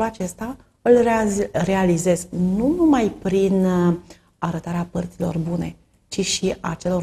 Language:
Romanian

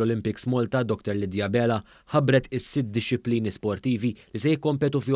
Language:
Maltese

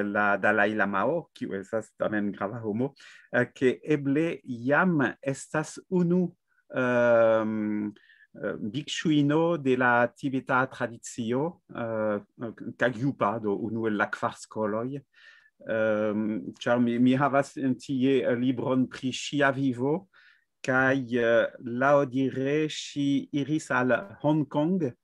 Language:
Esperanto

